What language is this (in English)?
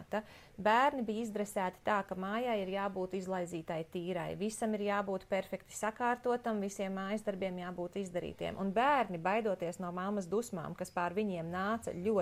Latvian